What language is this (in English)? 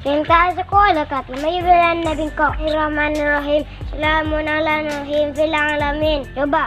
Madurese